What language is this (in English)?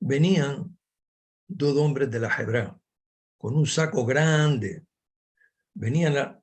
Ladino